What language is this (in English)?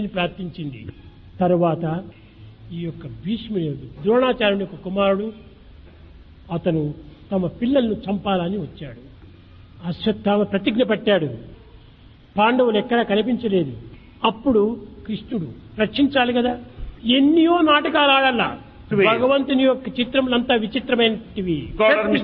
Telugu